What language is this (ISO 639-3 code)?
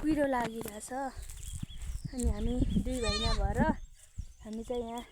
nep